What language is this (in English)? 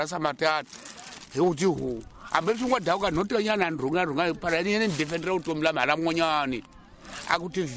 Tsonga